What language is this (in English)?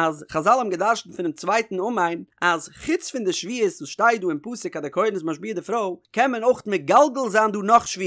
Yiddish